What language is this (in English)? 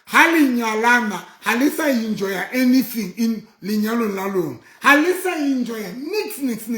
Southern Sotho